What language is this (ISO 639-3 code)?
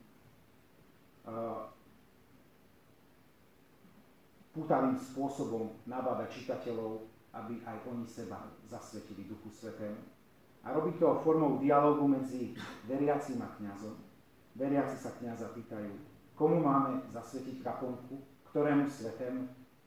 slk